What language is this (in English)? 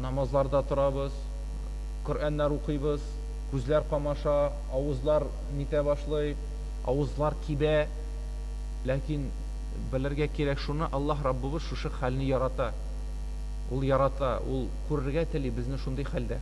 Tatar